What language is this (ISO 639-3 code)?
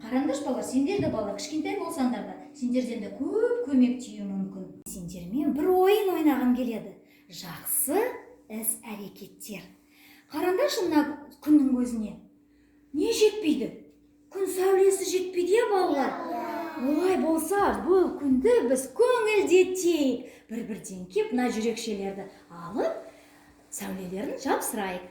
kaz